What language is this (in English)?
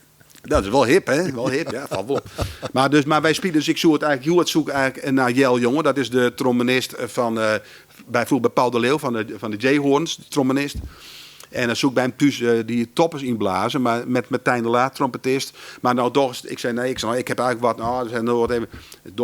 Western Frisian